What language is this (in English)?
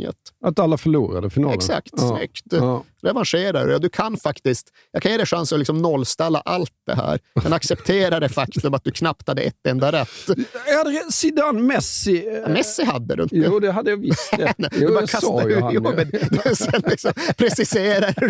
Swedish